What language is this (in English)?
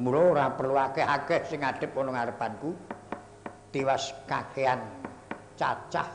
Javanese